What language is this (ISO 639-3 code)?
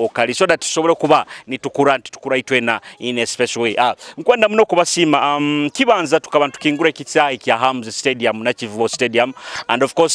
nyo